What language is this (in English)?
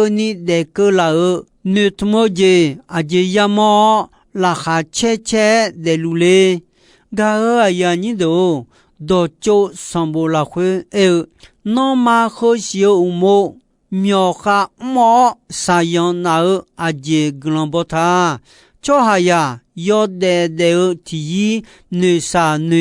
Akha